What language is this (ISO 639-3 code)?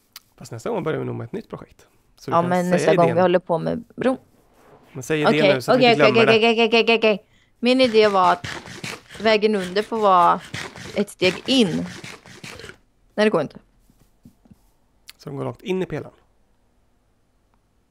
swe